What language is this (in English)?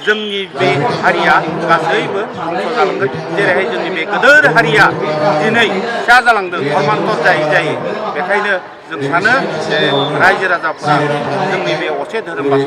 Bodo